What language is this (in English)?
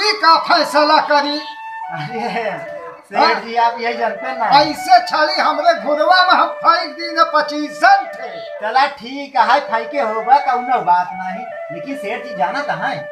Awadhi